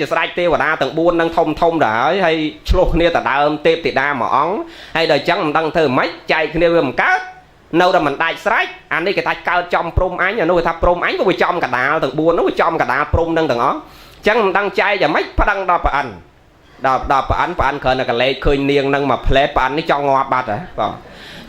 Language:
Khmer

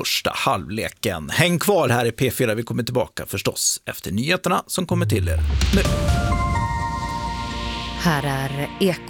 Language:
Swedish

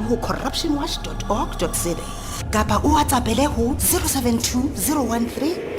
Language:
Southern Sotho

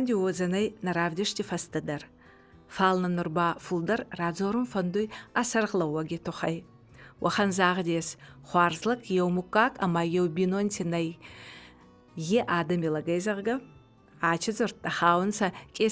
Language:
Ossetic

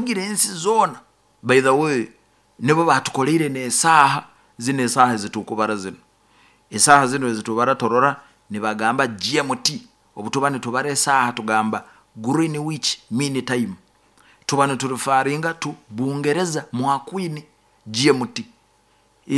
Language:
Nyoro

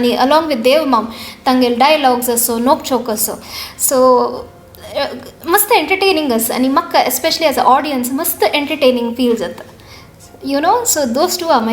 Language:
Konkani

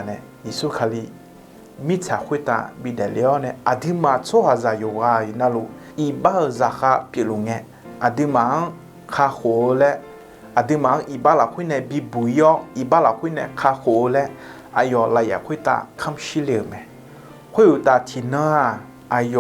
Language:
Akha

